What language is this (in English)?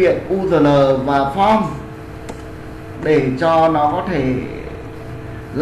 Vietnamese